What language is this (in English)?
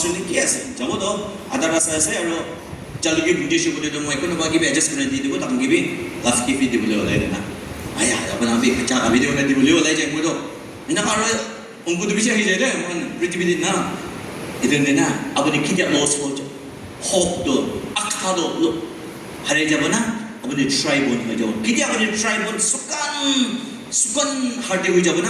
Naga Pidgin